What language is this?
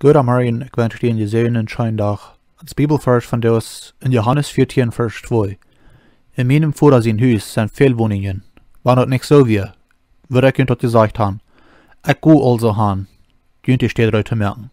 Plautdietsch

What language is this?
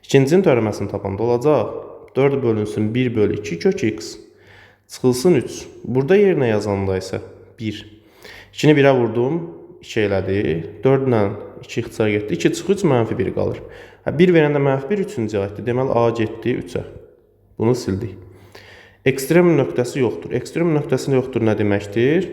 Azerbaijani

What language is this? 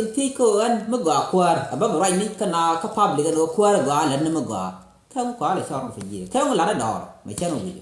Nuer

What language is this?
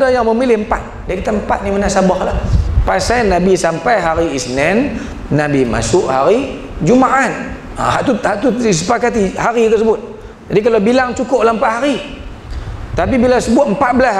Malay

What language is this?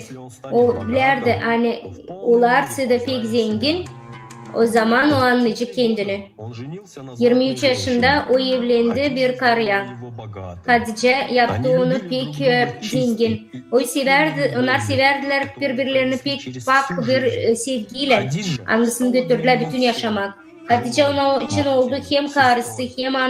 Gagauz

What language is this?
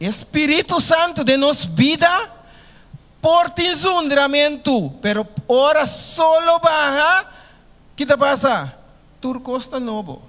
Papiamento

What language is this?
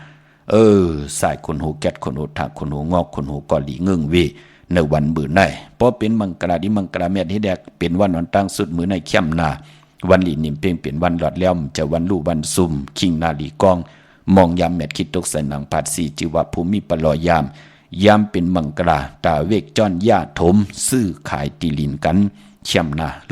Shan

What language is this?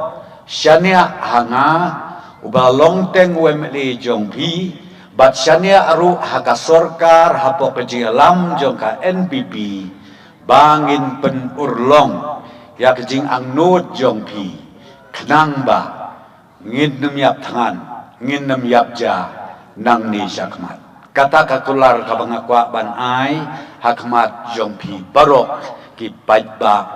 Khasi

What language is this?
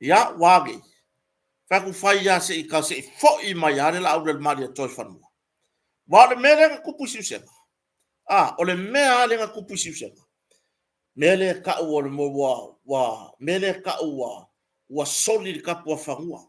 Samoan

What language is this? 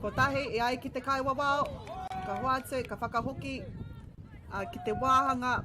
Māori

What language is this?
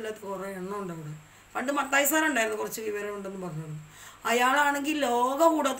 Malayalam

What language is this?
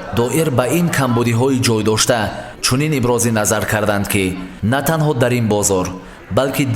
Tajik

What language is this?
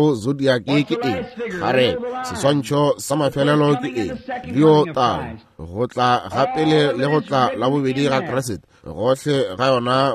Northern Sotho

